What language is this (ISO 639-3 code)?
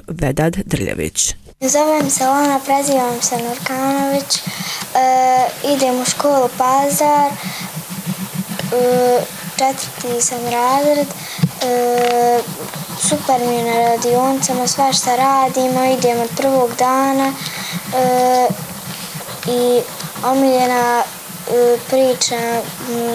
bos